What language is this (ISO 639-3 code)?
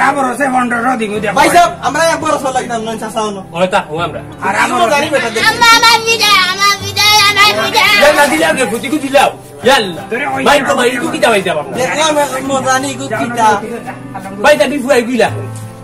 syl